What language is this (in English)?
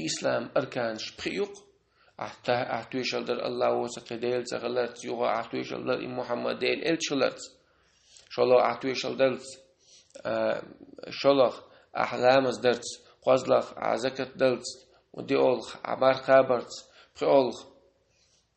Chechen